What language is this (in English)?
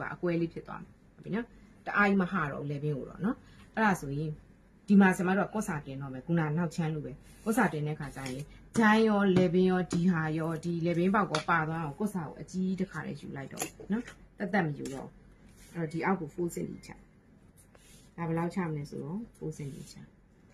Burmese